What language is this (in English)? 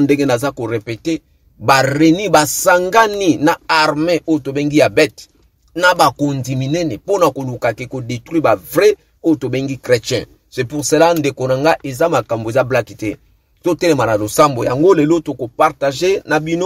Lingala